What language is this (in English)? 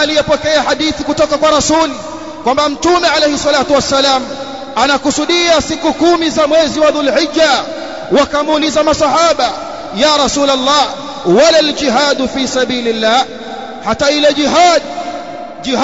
Swahili